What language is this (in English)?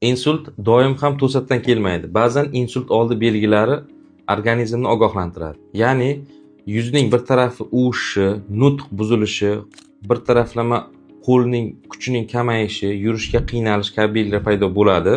Uzbek